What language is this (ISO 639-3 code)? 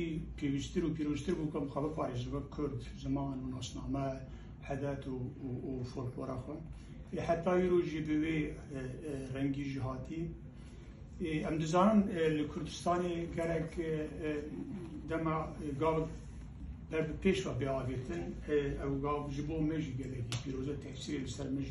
kur